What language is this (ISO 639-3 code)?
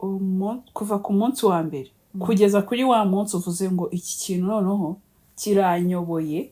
kin